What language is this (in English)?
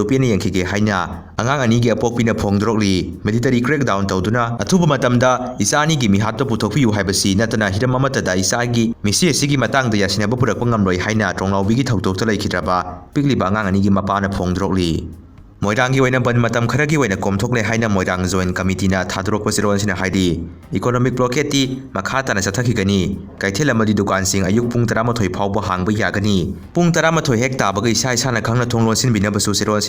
Manipuri